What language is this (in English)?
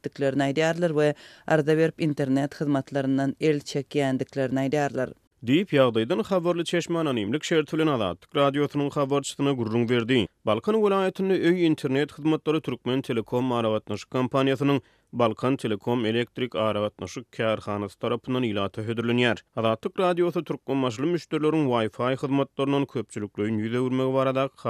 Turkmen